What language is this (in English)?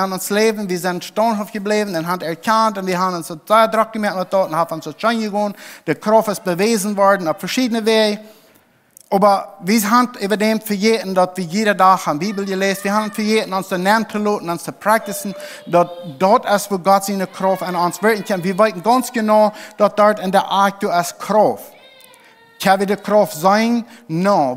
Plautdietsch